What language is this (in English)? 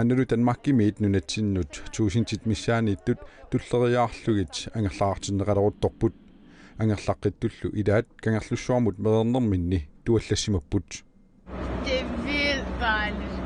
Kalaallisut